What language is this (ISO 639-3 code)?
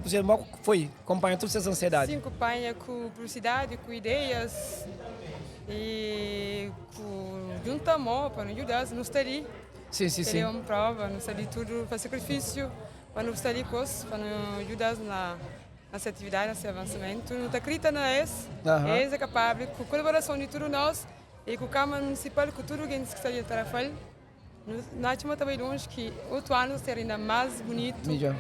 kea